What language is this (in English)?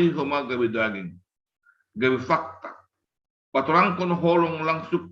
Batak Simalungun